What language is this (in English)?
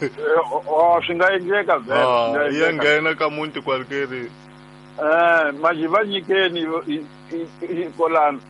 Tsonga